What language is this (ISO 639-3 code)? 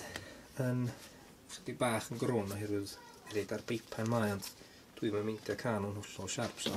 cym